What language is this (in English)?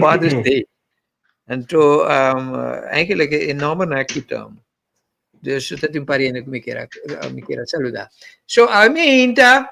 Papiamento